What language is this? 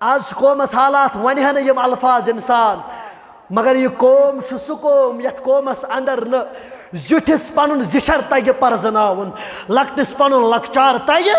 Kashmiri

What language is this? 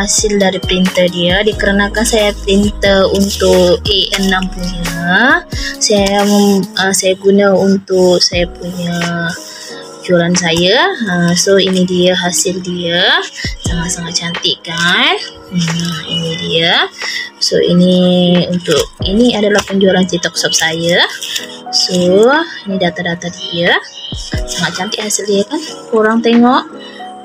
Malay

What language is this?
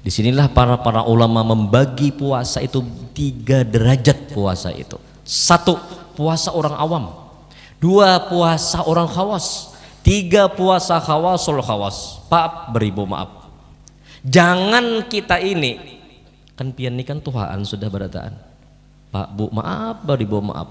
Banjar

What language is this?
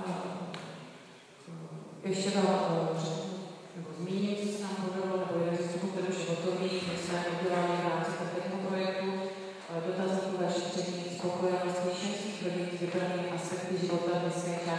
Czech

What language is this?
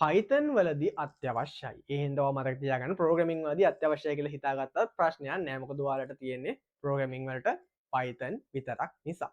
Sinhala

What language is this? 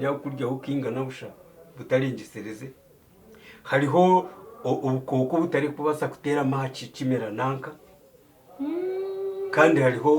Nyankole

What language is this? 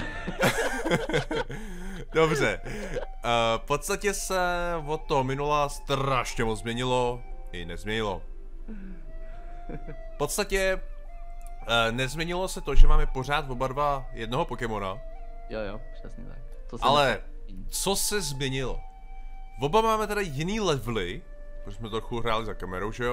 Czech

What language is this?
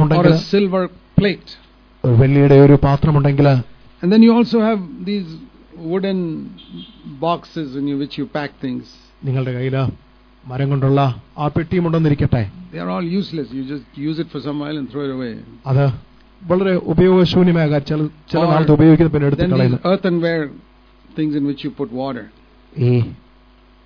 Malayalam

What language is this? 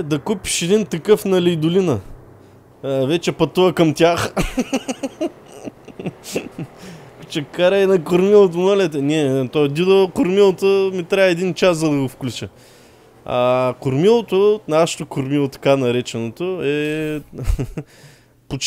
Bulgarian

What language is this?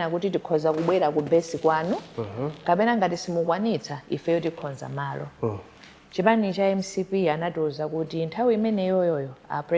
Nyanja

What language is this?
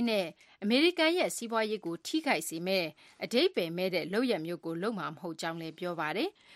Burmese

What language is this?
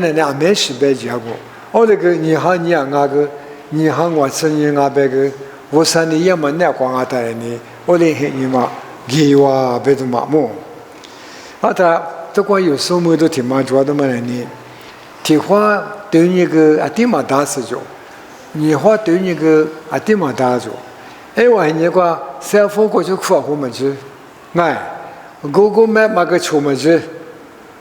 Lisu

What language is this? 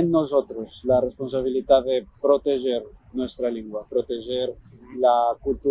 Ladino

